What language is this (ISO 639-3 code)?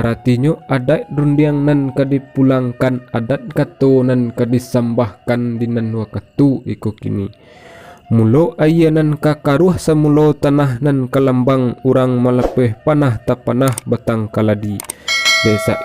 min